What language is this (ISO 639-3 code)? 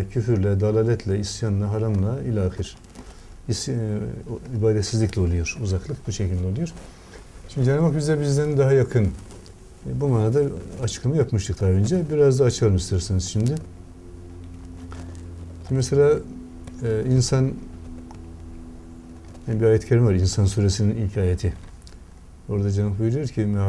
tur